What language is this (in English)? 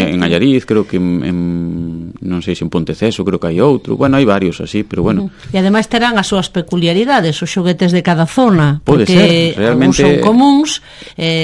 Galician